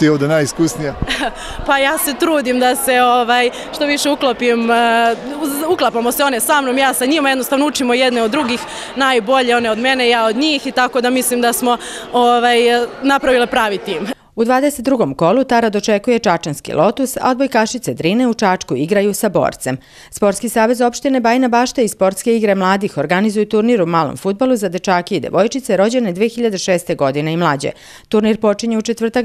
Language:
Serbian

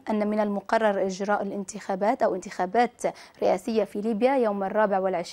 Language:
Arabic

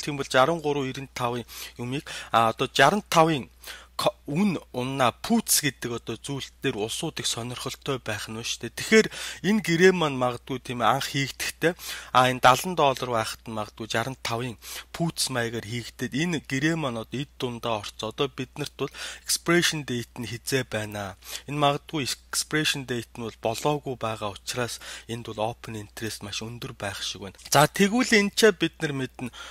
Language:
Mongolian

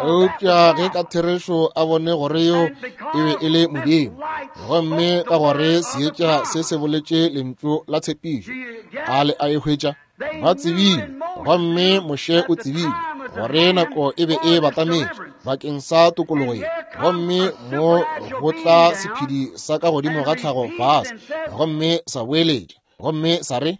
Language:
Northern Sotho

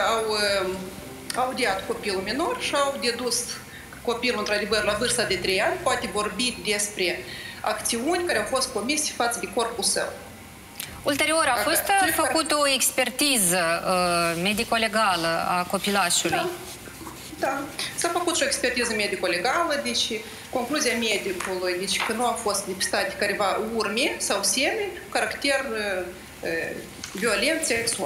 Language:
Romanian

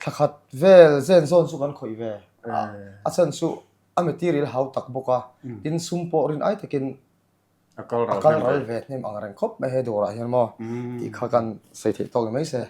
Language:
Mizo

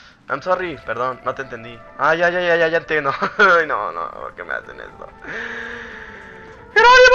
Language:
Spanish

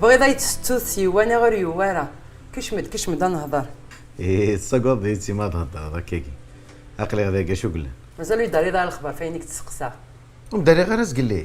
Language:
Kabyle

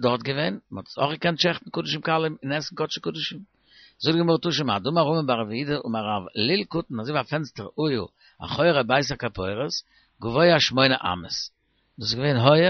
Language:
Yiddish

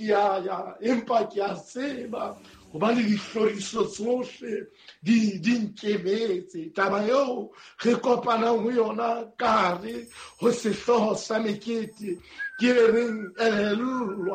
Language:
Southern Sotho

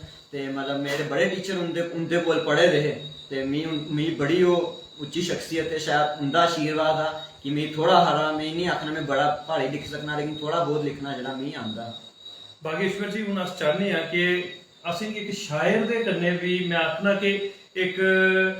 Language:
Dogri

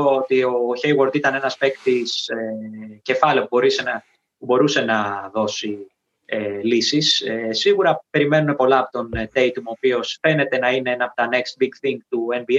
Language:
Greek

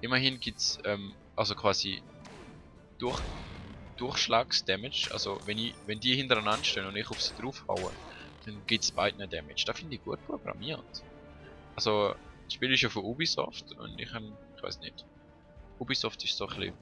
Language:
Swiss German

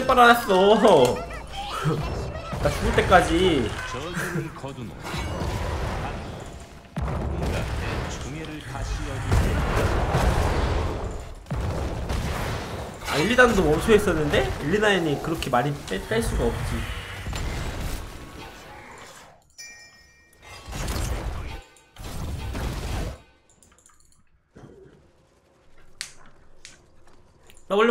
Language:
Korean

